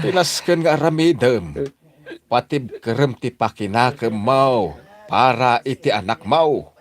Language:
Iloko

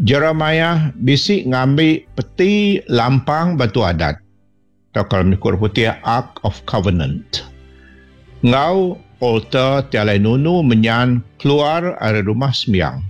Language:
Iban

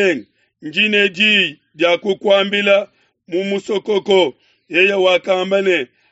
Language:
Luba-Lulua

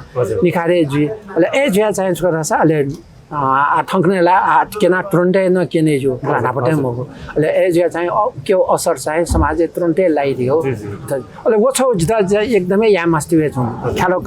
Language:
Newari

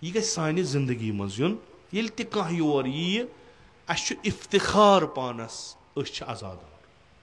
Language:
Kashmiri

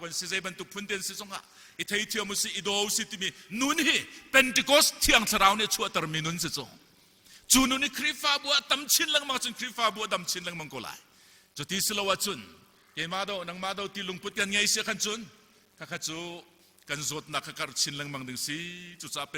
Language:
Hakha Chin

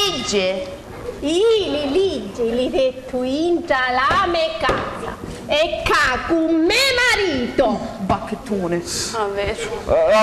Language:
Sicilian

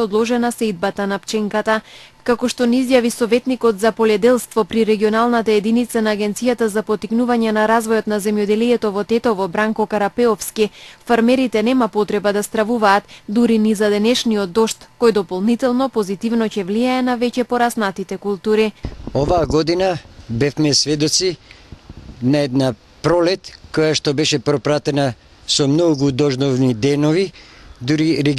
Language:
Macedonian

